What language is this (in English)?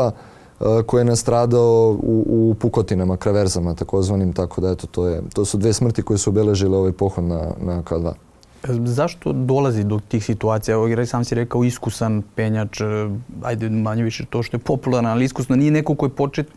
Serbian